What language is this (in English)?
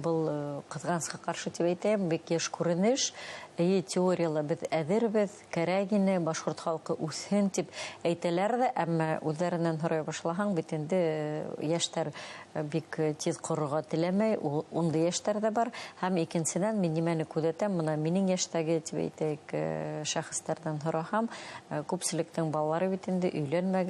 Bashkir